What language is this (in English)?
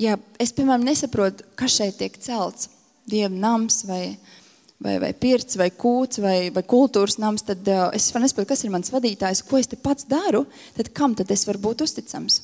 Latvian